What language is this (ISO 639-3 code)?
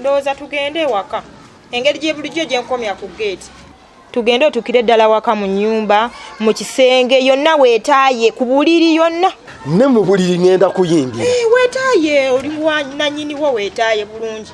lug